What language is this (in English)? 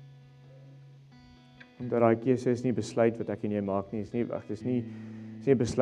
Afrikaans